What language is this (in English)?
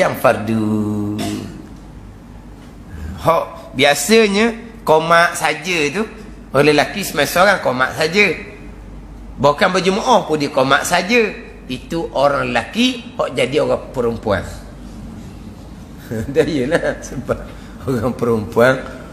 Malay